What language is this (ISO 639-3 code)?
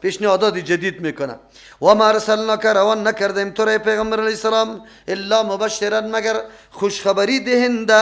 fas